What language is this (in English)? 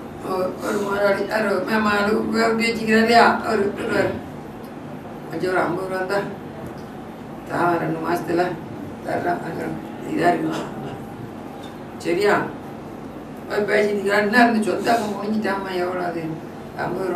Tamil